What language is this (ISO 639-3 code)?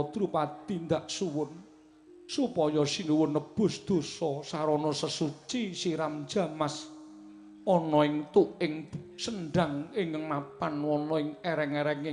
jav